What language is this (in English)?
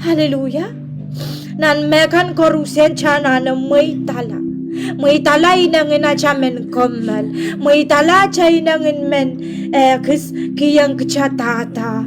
Pohnpeian